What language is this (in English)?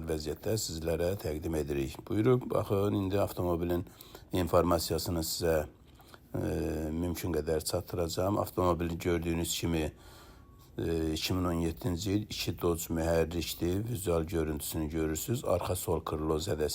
Azerbaijani